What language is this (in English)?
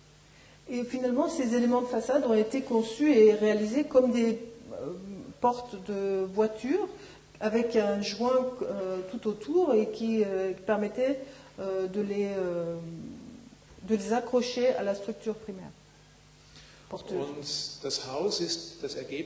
French